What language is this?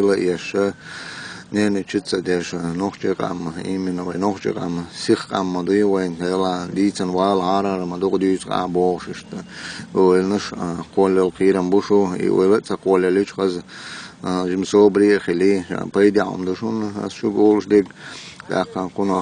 Chechen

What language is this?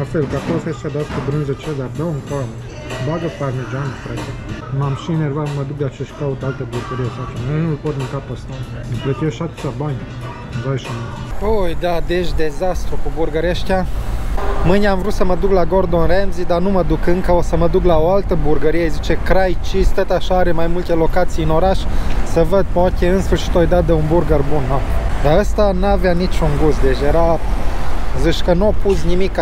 Romanian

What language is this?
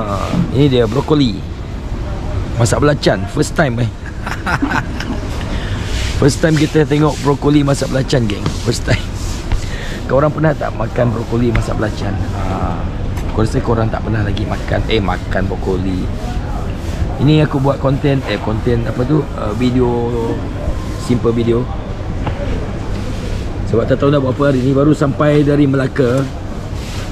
Malay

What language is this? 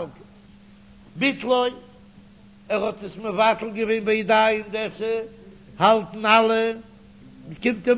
Yiddish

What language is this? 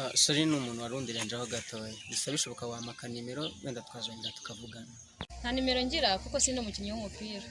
Kinyarwanda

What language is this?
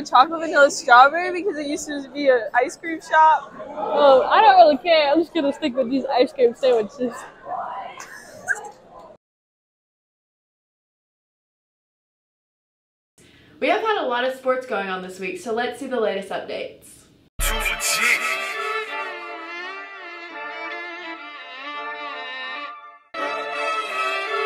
English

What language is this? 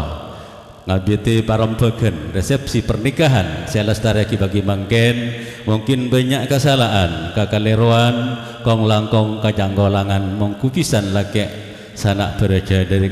Madurese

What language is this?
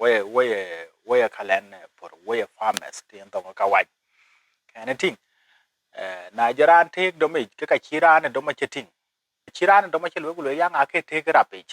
Dinka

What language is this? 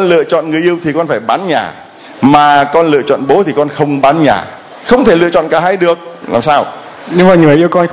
Vietnamese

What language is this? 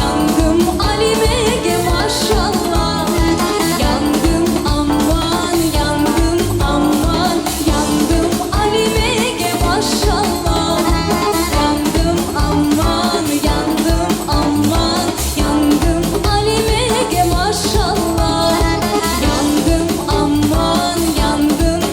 Crimean Tatar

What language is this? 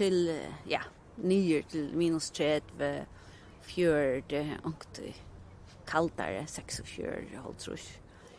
Faroese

